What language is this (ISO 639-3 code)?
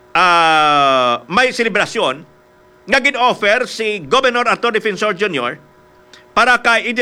hil